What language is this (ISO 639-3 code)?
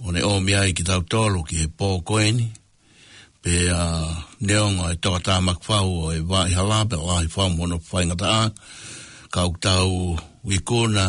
ton